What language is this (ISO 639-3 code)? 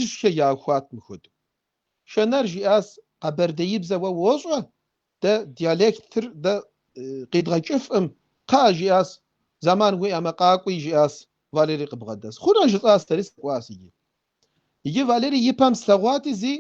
kbd